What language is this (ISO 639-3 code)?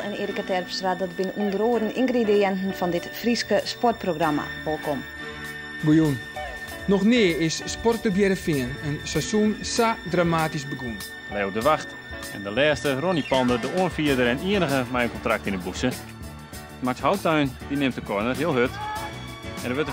fry